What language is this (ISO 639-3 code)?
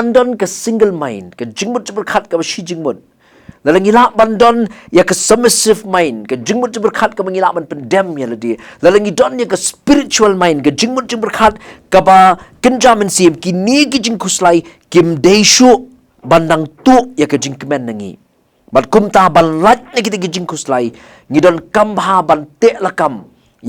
kha